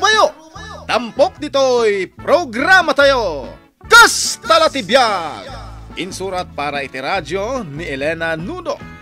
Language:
Iloko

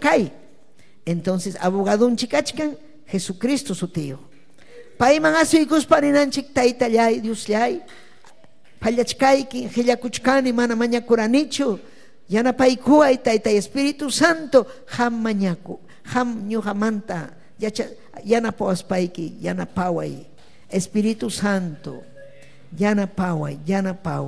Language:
Ayacucho Quechua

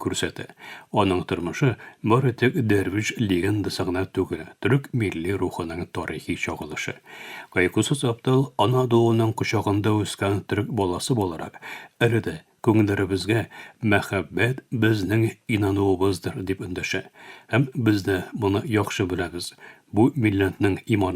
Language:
Tatar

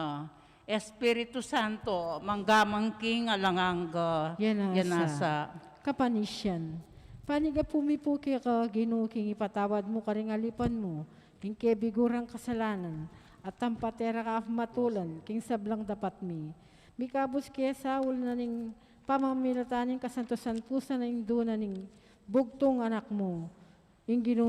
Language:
Pampanga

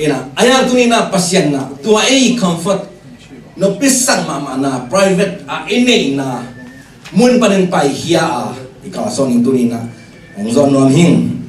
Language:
Tedim Chin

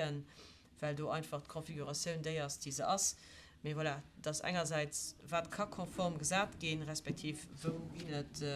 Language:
Luxembourgish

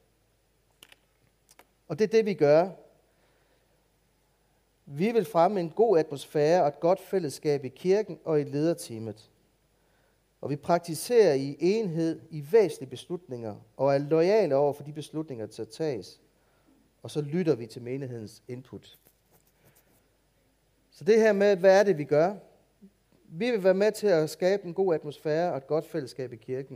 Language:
Danish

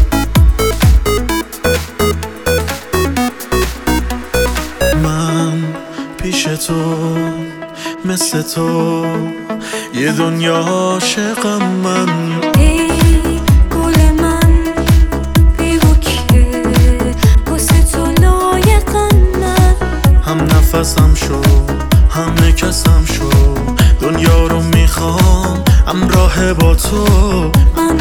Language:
Persian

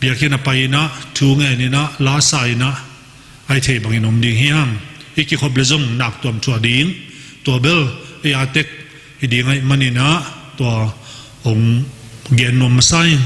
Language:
Tedim Chin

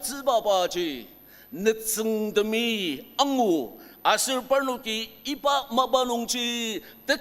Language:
Ao Naga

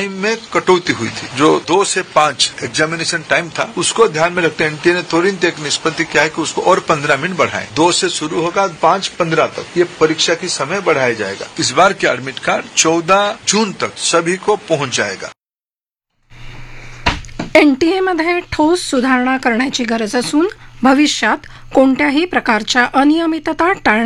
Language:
Marathi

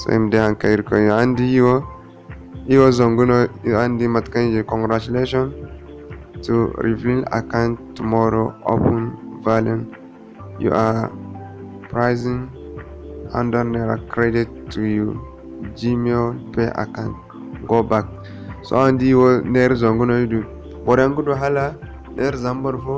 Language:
Zarma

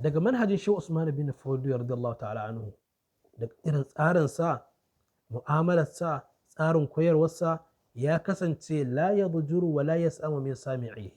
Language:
Hausa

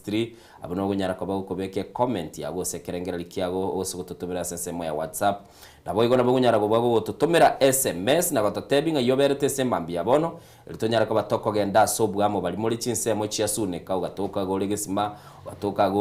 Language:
Gusii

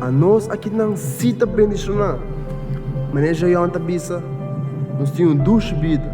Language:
Papiamento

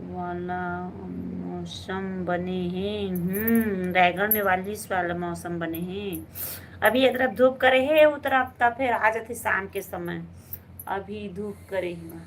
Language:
Chhattisgarhi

